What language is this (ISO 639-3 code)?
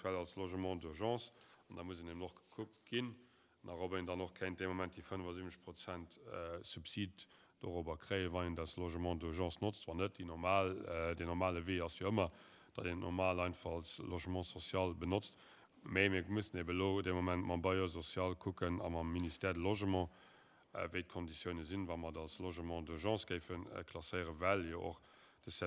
ltz